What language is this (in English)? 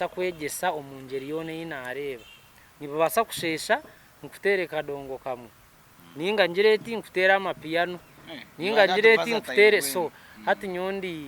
Nyankole